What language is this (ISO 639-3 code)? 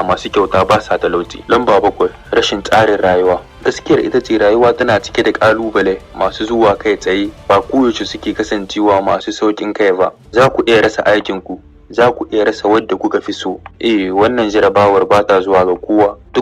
hau